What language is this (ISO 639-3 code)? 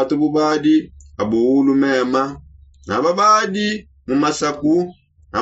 sop